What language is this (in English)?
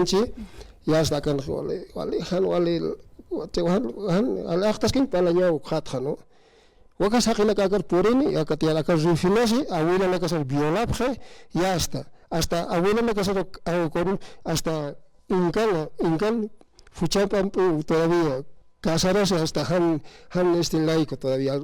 Aymara